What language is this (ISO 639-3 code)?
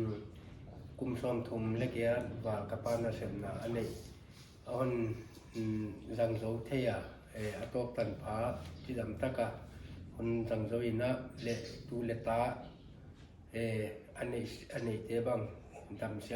pck